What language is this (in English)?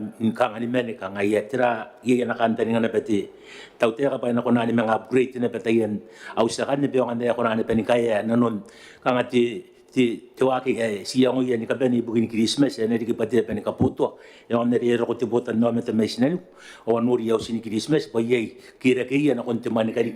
Gilbertese